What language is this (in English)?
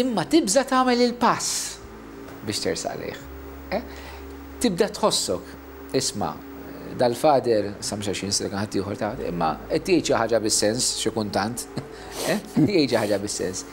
Maltese